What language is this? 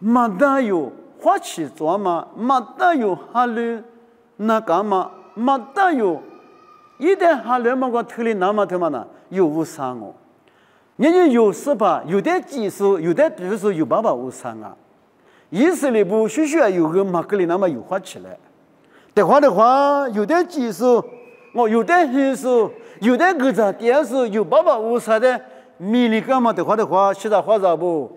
Lisu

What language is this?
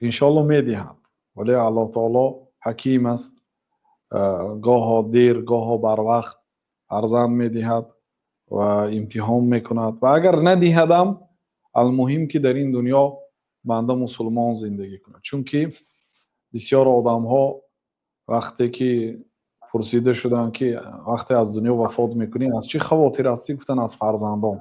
Tajik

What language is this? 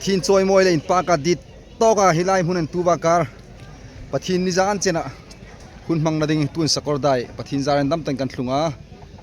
Hmar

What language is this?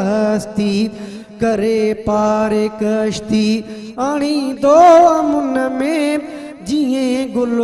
Sindhi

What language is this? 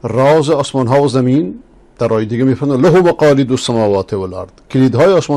Persian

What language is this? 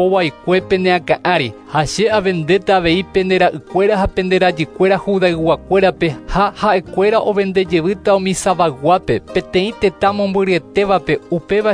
Guarani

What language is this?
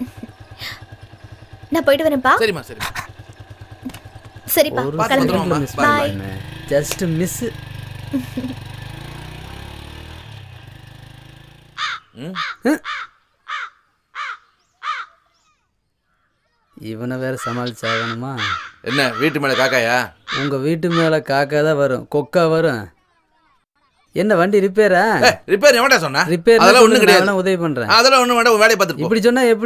Tamil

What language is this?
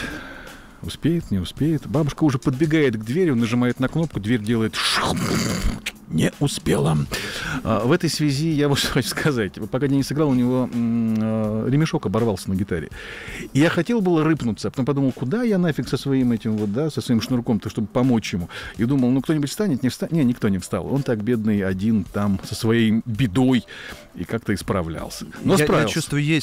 Russian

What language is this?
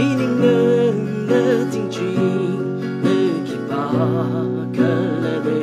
Tangkhul Naga (India)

